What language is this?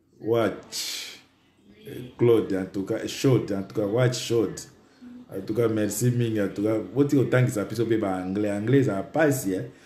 Lingala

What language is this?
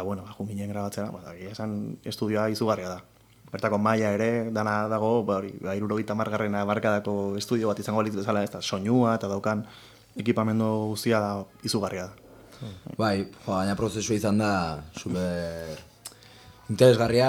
Basque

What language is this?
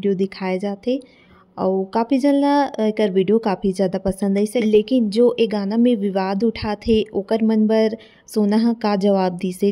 Chhattisgarhi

